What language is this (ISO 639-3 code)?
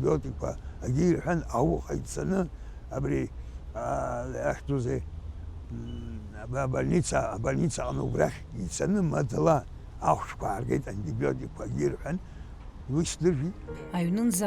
abk